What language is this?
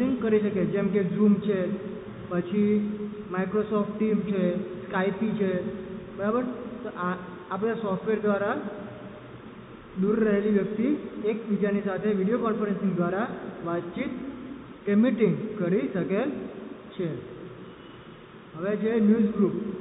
Gujarati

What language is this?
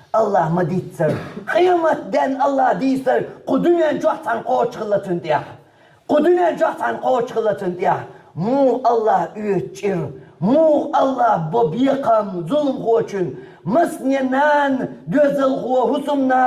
Chechen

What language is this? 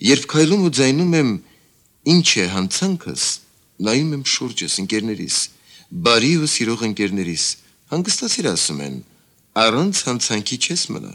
Armenian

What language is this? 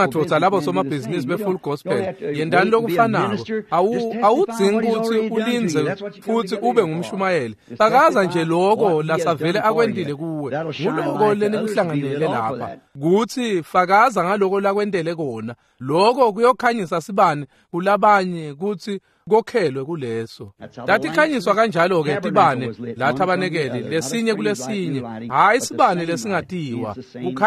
Swati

